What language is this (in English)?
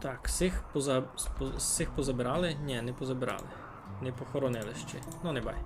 Rusyn